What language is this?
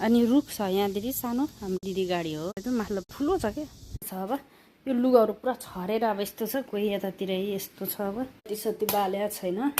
Nepali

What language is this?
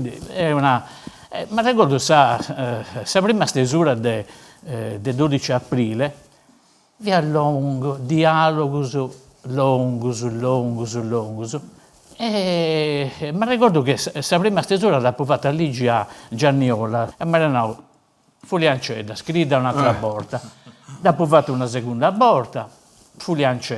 Sardinian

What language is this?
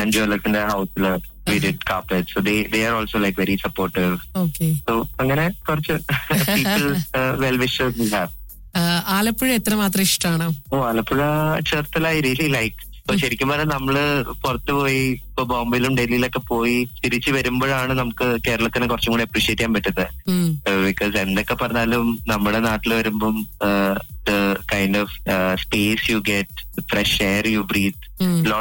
Malayalam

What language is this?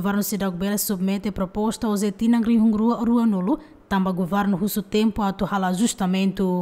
Tetum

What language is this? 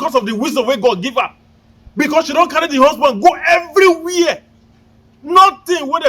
Nigerian Pidgin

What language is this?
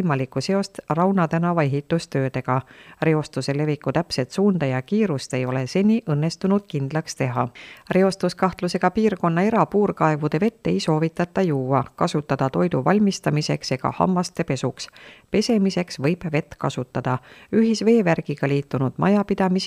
Estonian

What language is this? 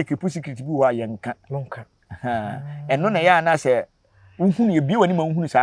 Akan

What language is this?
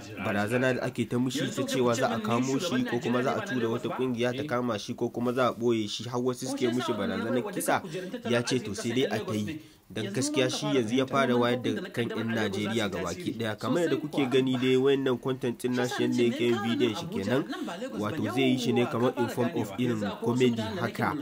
Hausa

